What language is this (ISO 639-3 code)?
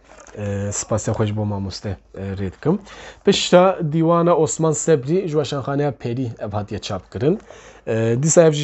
kur